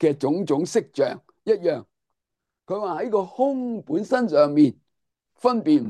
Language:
Cantonese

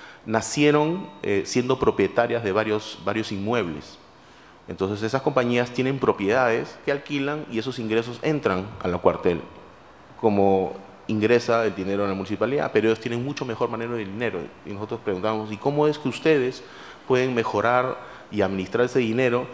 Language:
Spanish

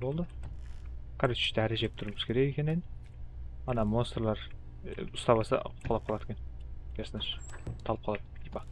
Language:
Kara-Kalpak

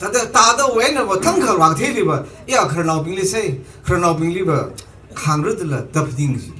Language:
Tangkhul Naga (India)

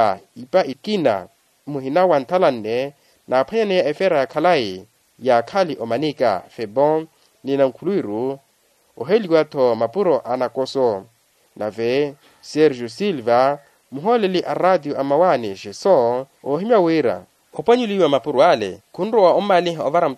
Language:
Makhuwa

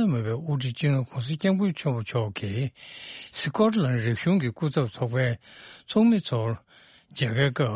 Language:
Tibetan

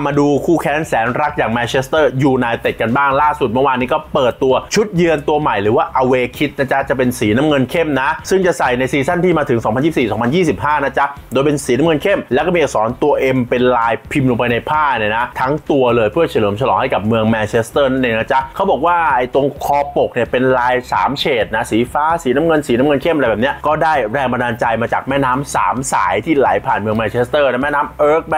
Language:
Thai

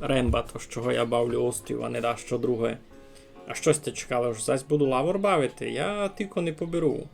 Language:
Rusyn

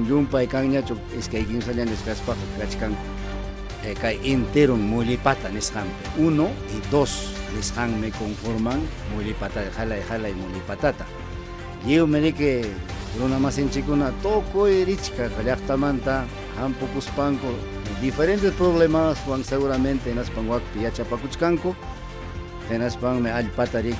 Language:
Ayacucho Quechua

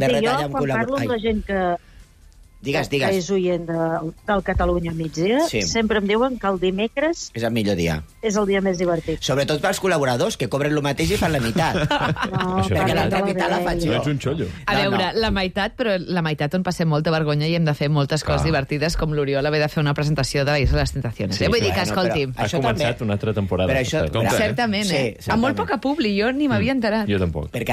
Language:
Catalan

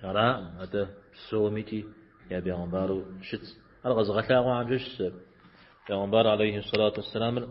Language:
Kabardian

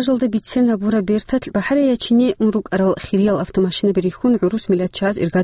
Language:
Avaric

